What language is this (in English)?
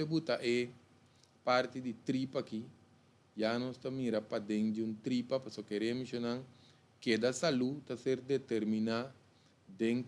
Papiamento